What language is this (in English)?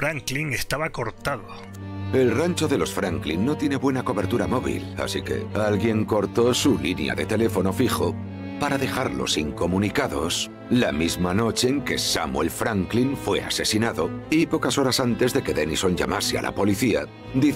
Spanish